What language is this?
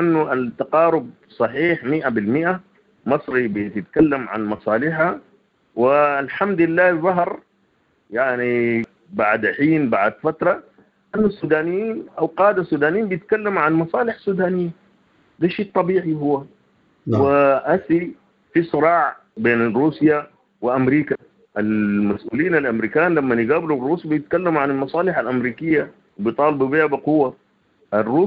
Sudanese Arabic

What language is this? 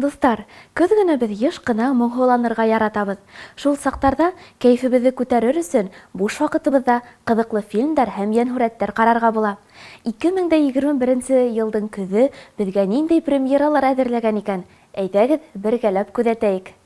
Bashkir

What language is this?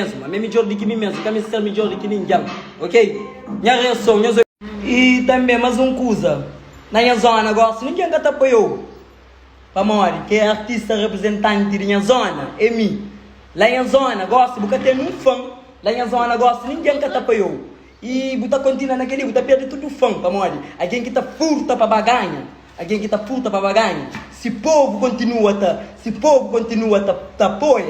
Kabuverdianu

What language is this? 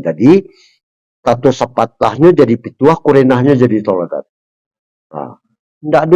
Minangkabau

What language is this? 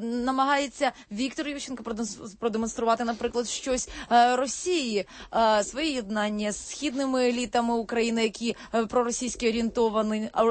Ukrainian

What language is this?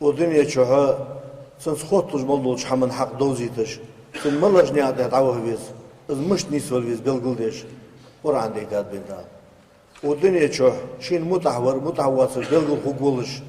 Ingush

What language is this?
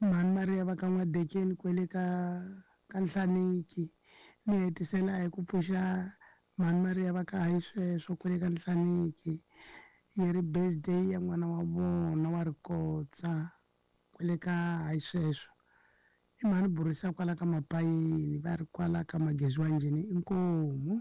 Tsonga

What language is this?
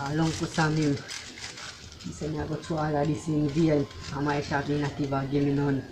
Jamaican Creole English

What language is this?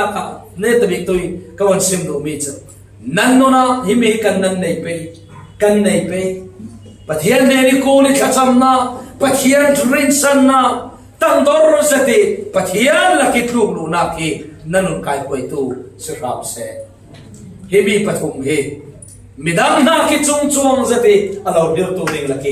Falam Chin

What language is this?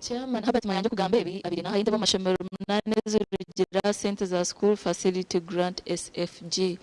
Nyankole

